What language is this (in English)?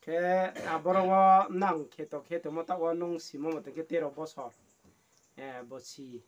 Riang (India)